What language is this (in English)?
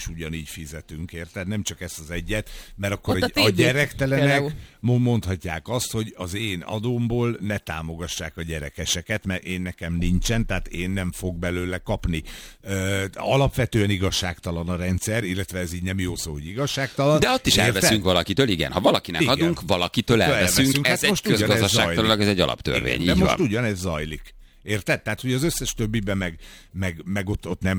Hungarian